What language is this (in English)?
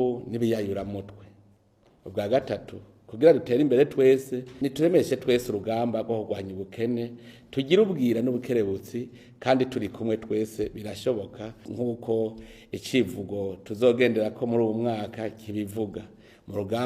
Rundi